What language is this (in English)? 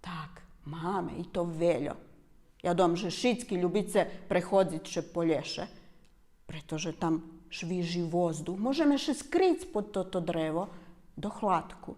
Rusyn